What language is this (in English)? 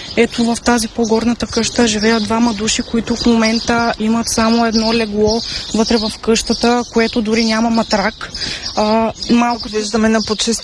Bulgarian